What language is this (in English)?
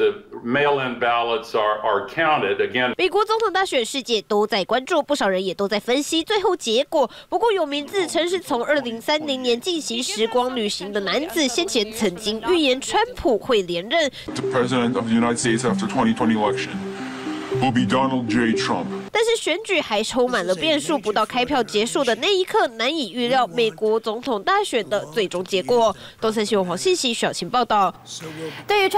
Chinese